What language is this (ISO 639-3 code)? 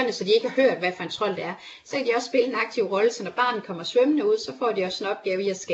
dan